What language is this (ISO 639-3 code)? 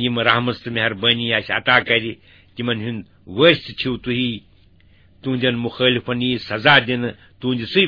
kas